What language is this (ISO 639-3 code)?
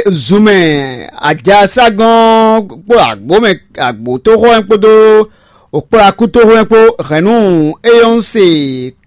fon